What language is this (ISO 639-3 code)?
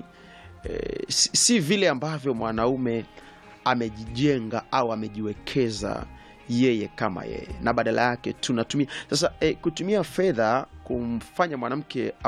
swa